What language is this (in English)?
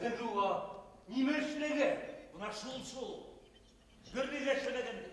Bashkir